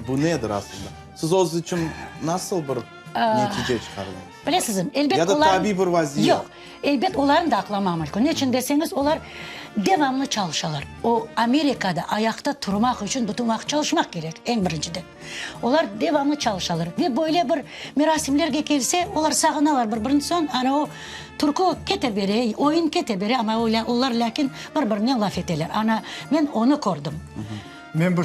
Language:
Crimean Tatar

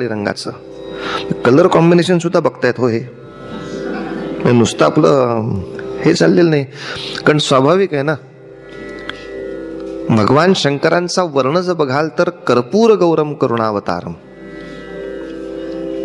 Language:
Marathi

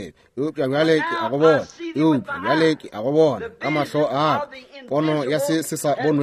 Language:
Northern Sotho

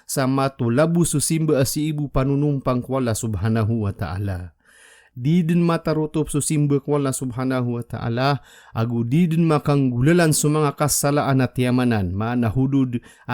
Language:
Maranao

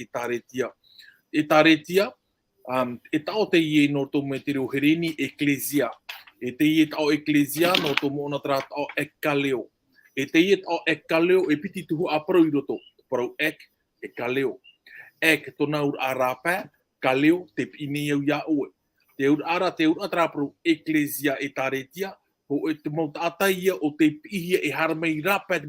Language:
Tahitian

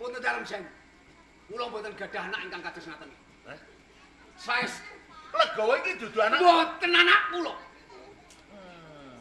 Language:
Javanese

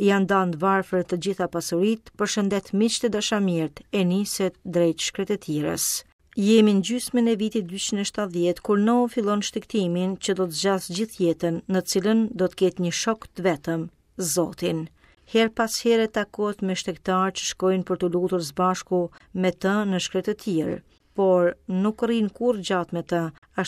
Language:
Albanian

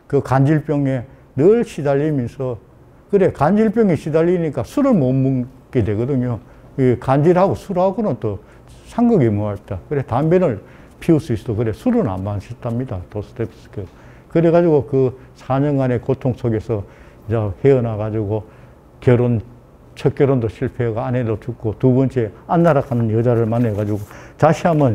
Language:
Korean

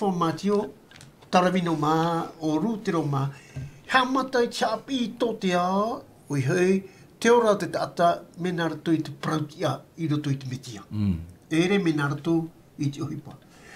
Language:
Tahitian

